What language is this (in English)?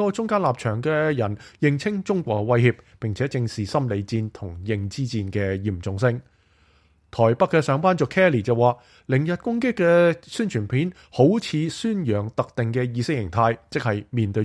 Cantonese